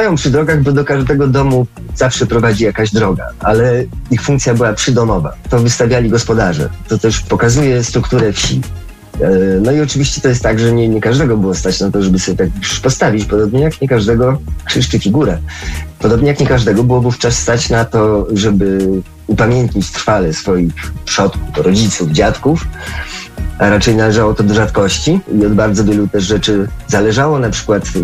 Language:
Polish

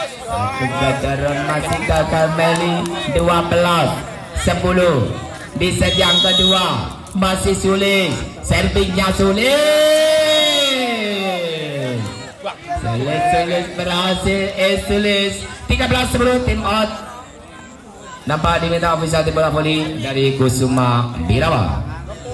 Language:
Indonesian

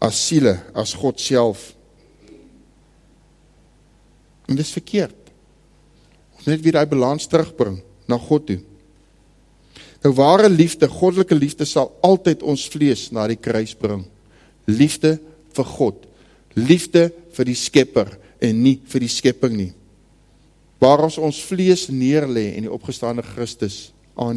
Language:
Afrikaans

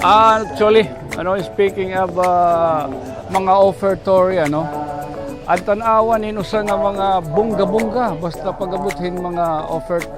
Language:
Waray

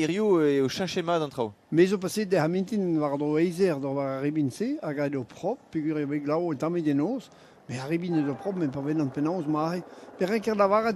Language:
Breton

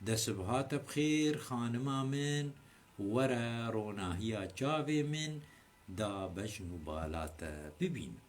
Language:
Kurdish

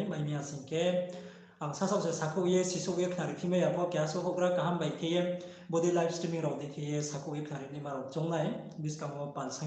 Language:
Riang (India)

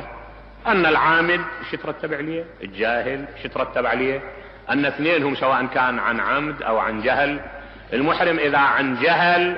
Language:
Mesopotamian Arabic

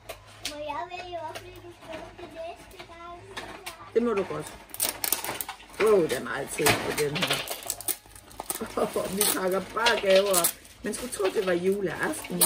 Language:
Danish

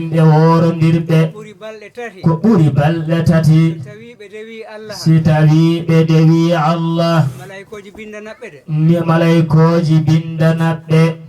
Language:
Fula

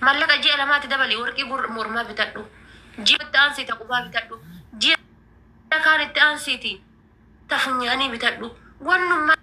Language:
Oromo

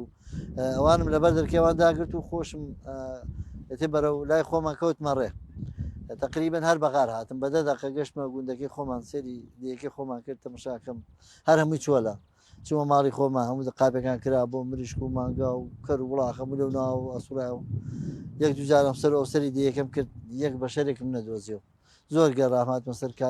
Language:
Central Kurdish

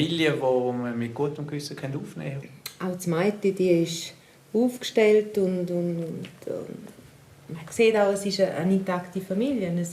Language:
Romansh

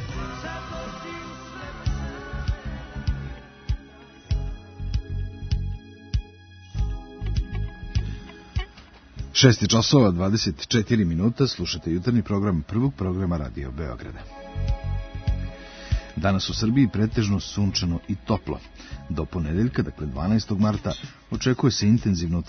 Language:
Serbian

